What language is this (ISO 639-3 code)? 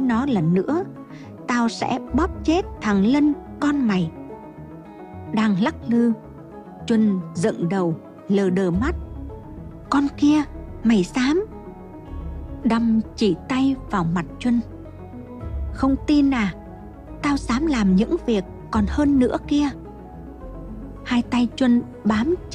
vie